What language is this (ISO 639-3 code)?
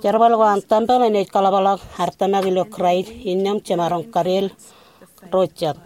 mah